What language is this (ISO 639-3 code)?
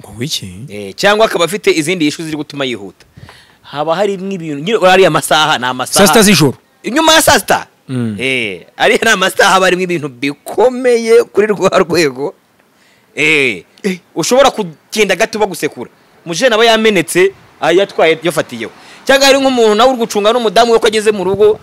kin